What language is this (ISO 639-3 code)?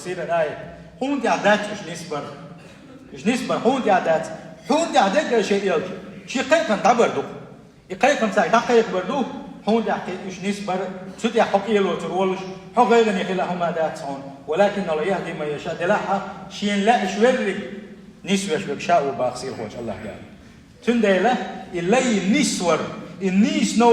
che